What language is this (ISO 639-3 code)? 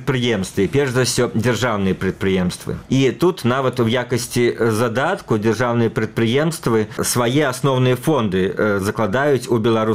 bel